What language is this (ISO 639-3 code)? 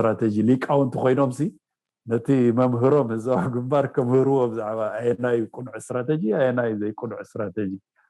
tir